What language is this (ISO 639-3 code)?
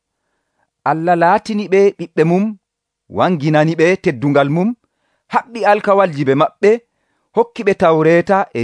fuv